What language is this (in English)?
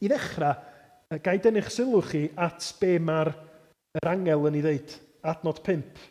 Welsh